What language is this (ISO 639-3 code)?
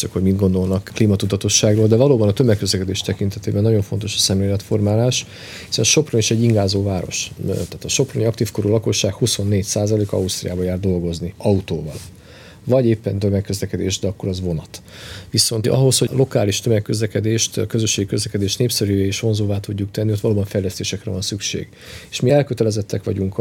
hun